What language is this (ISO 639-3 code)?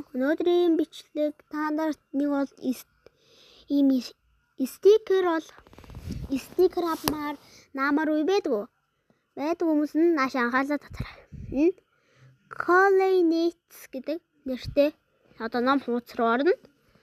mon